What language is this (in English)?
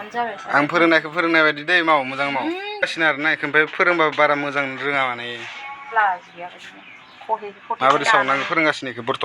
Bodo